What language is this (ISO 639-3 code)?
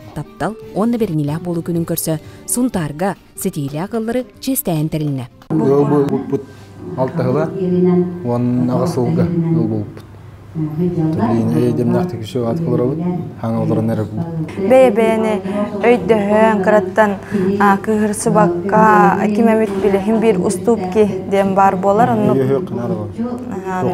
sah